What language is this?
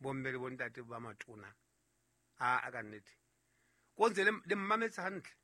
Southern Sotho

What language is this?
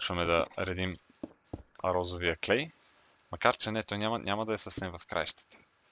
Bulgarian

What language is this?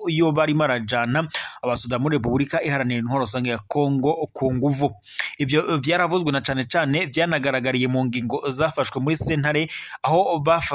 Rundi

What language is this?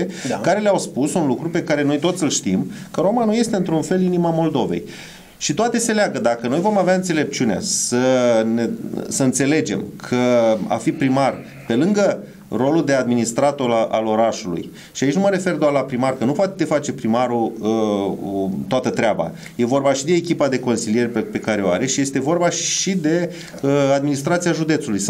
Romanian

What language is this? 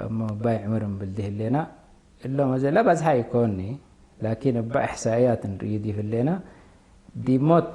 Tigre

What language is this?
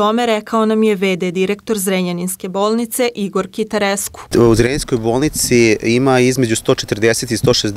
Serbian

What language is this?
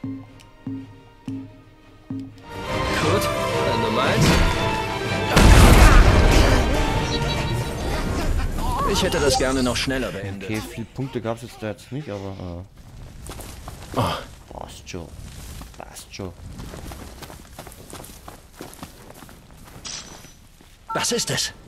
German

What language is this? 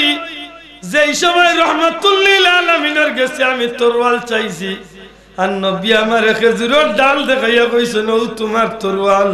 Bangla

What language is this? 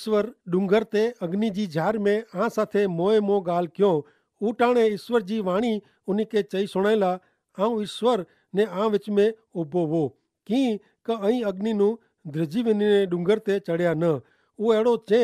Kachhi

